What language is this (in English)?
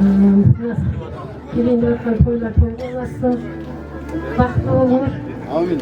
Kara-Kalpak